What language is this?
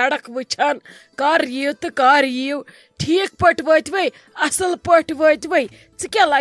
Kashmiri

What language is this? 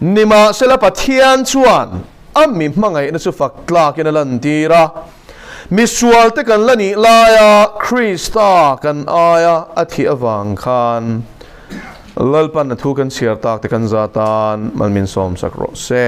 Mizo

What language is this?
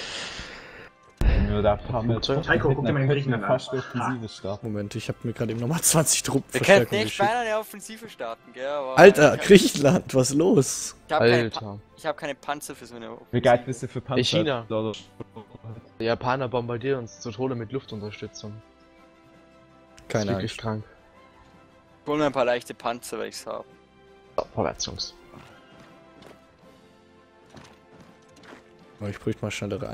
German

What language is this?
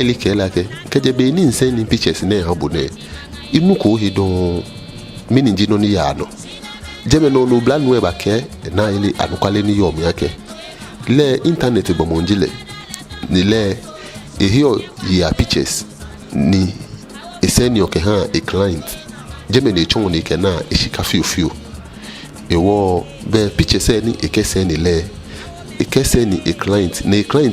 Ga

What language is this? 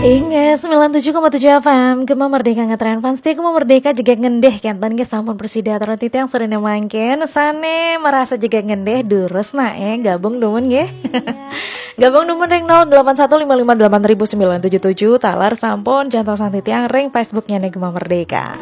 Balinese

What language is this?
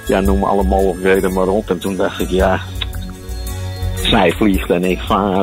Dutch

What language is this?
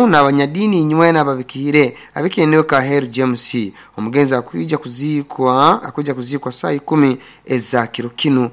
Nyoro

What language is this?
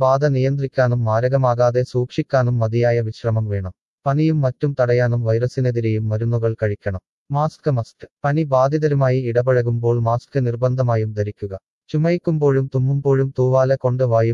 Malayalam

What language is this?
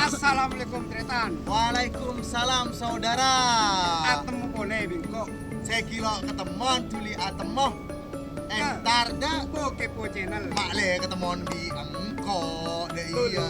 Madurese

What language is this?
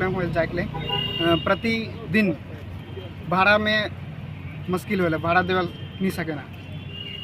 Sadri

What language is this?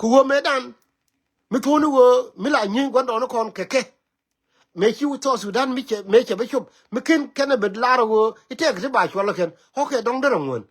Nuer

